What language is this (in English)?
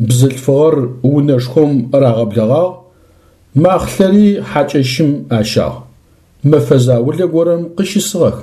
Adyghe